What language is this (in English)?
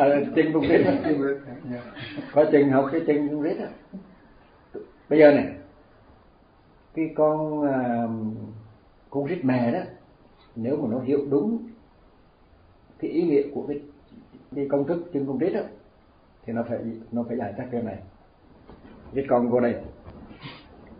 Vietnamese